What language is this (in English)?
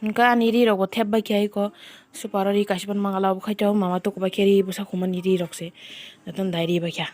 Kok Borok